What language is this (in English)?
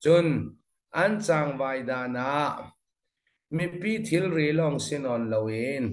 Falam Chin